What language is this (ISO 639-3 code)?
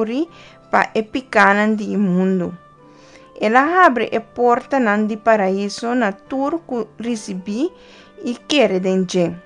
pap